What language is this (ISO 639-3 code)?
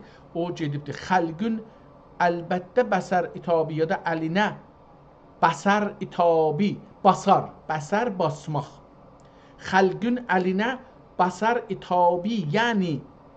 azb